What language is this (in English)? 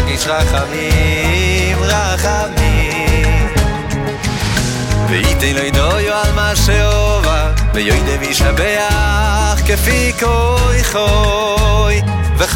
Hebrew